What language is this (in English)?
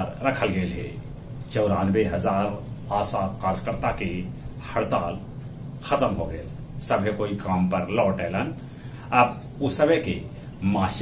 Magahi